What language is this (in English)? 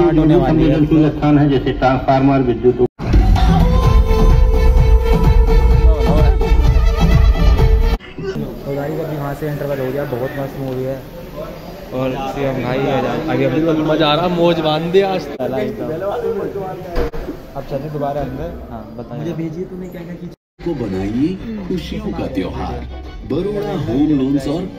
Hindi